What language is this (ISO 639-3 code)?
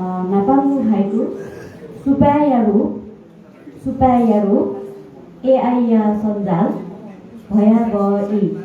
new